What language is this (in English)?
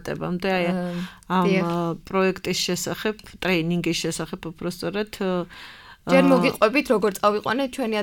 Georgian